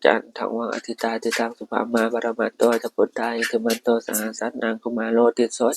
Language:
Pali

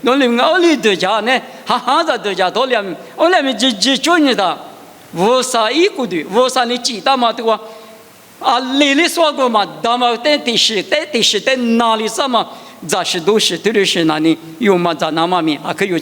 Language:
Lisu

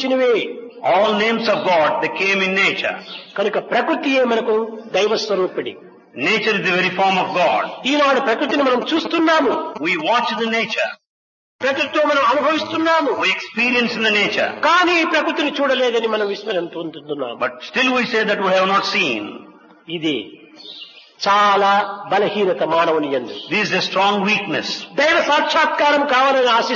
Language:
Telugu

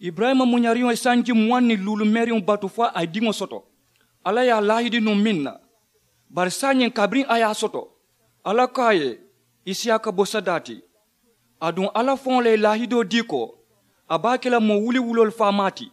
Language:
Mandingo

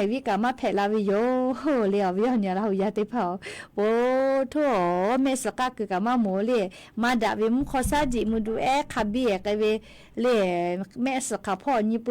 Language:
Lahu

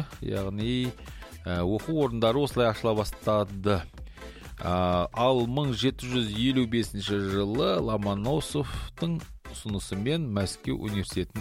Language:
Kazakh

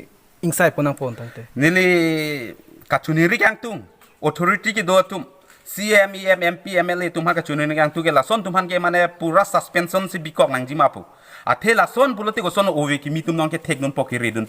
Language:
Karbi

